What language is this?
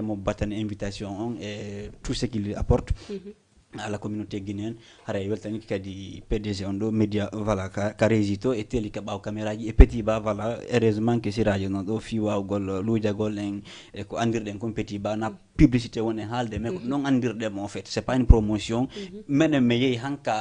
Fula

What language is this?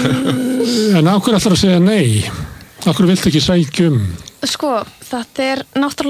Icelandic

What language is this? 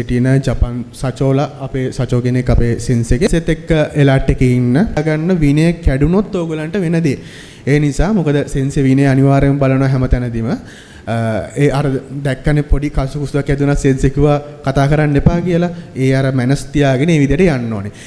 Sinhala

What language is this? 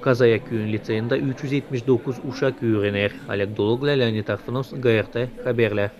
Gagauz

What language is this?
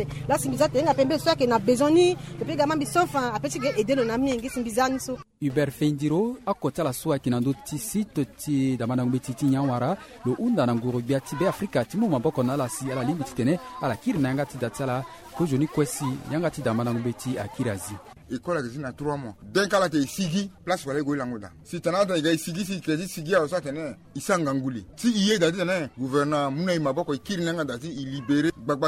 Sango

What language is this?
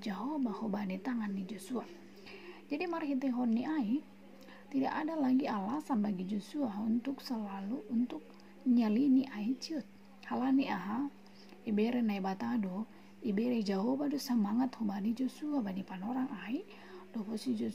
Batak Simalungun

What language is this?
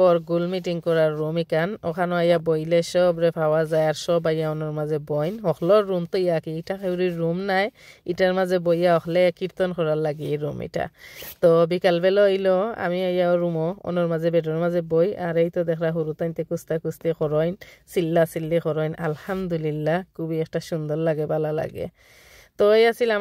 Sylheti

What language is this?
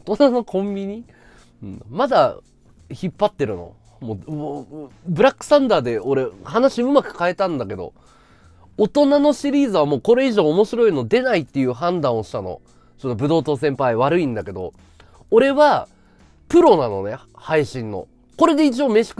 Japanese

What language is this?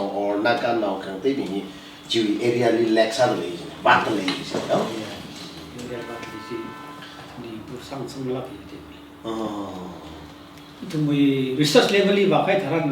Tangkhul Naga (India)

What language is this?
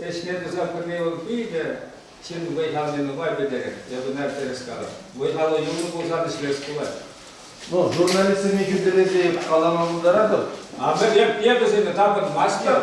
Chuvash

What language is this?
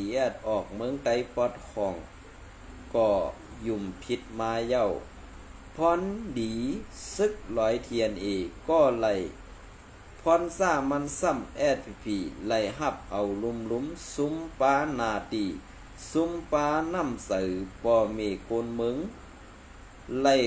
Shan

